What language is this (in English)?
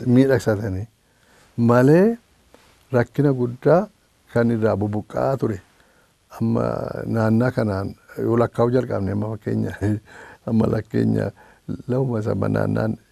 Oromo